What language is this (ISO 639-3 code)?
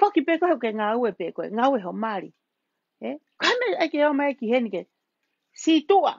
ton